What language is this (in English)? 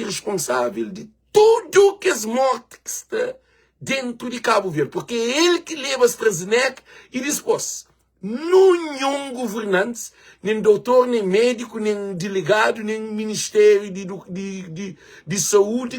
Kabuverdianu